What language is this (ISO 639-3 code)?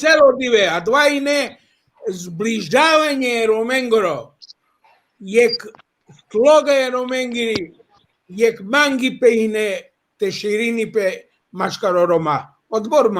rmn